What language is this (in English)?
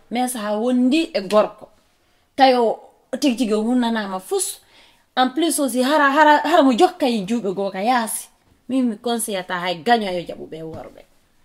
Fula